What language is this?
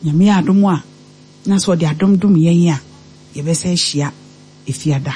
Akan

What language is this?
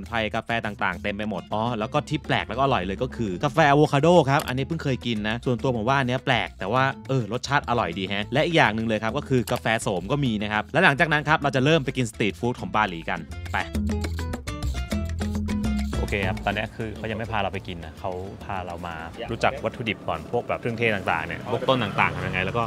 Thai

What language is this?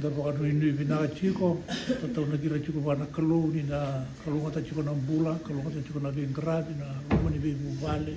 Fijian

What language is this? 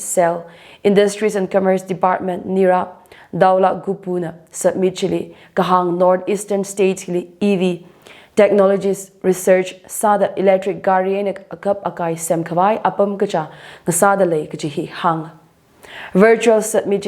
Tangkhul Naga (India)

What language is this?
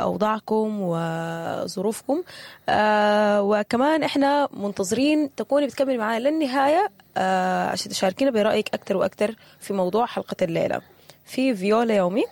Sudanese Arabic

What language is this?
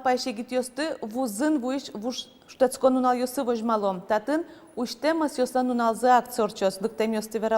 Udmurt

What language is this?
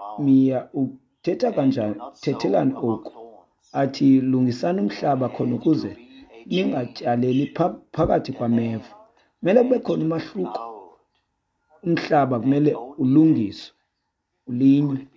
Xhosa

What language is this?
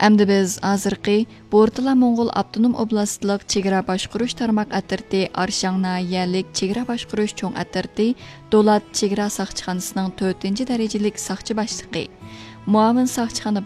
Uyghur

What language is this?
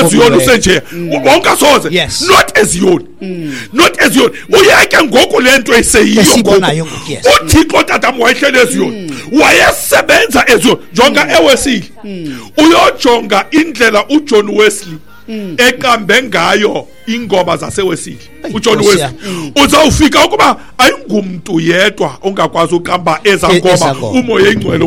Xhosa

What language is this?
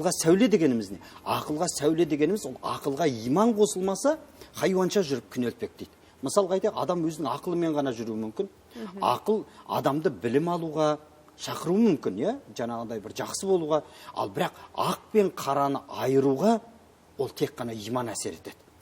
Kazakh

